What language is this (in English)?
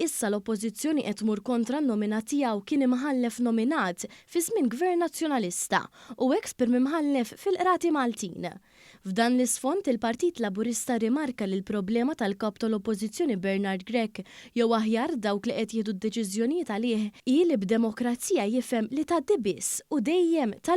Maltese